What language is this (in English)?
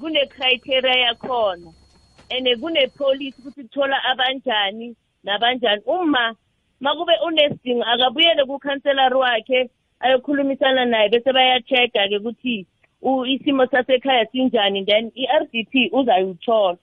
South Ndebele